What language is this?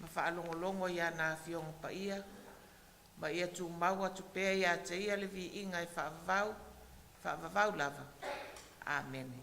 Samoan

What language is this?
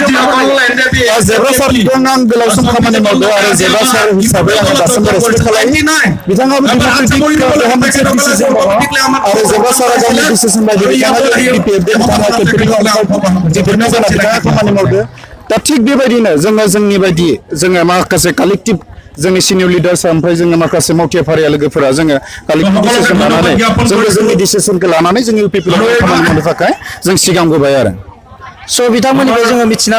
Bodo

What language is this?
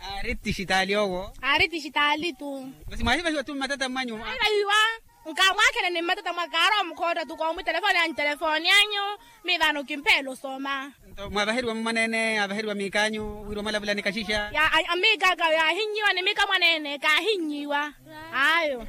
Makhuwa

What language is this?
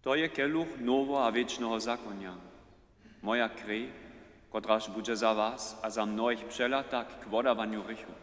Upper Sorbian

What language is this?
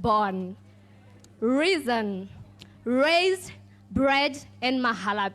Tswana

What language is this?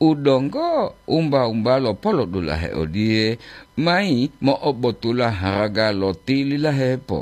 Gorontalo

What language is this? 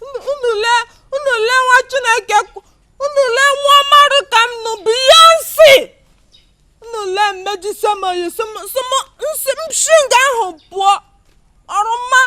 Igbo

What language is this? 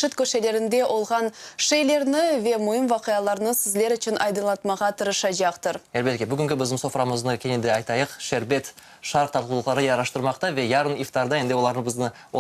Crimean Tatar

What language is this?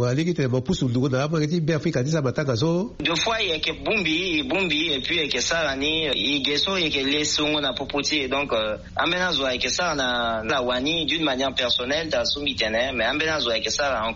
Sango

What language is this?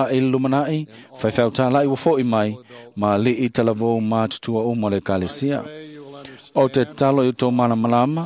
Samoan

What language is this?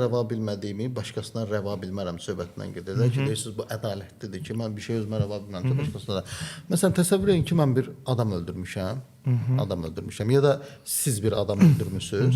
Azerbaijani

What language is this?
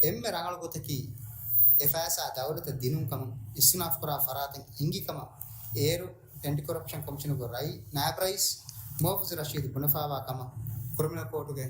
Divehi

